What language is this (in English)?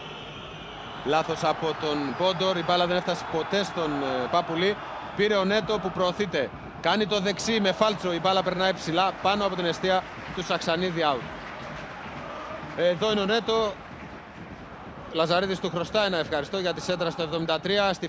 Greek